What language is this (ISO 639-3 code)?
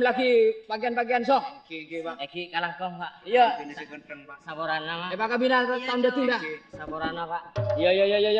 mad